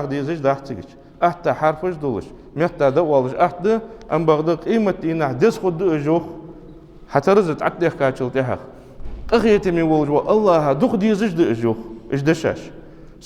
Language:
Ingush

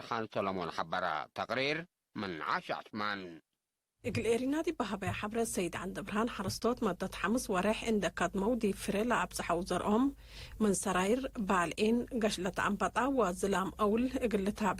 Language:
Tigre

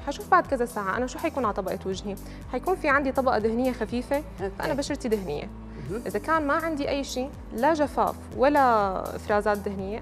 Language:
North Levantine Arabic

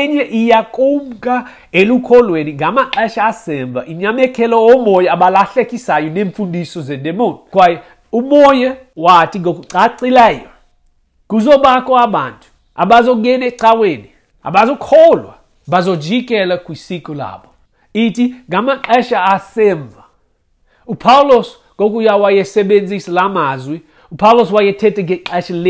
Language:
Xhosa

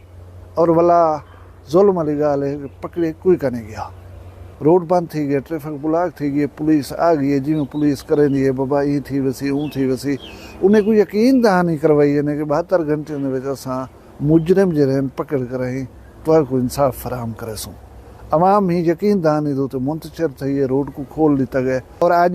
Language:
Saraiki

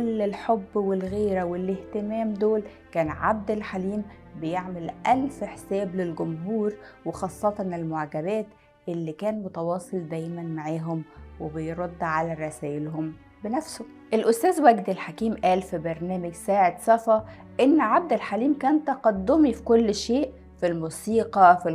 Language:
Egyptian Arabic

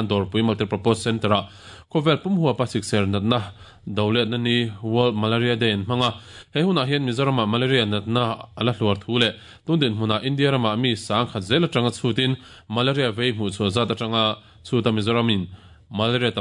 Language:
Mizo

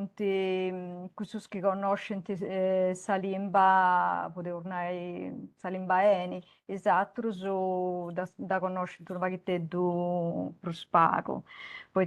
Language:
Sardinian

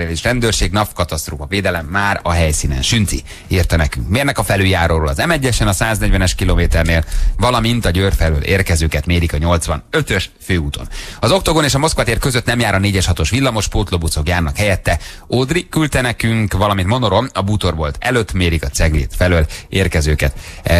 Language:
Hungarian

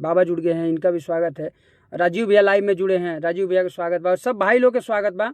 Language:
Bhojpuri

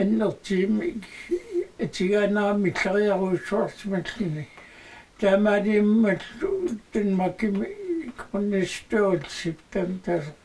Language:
Kalaallisut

